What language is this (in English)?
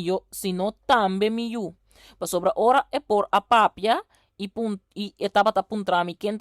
Papiamento